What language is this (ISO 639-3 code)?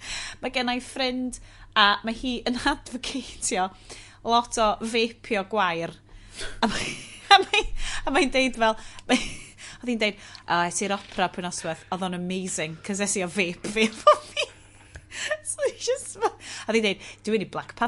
cym